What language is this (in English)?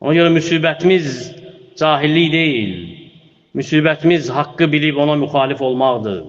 Azerbaijani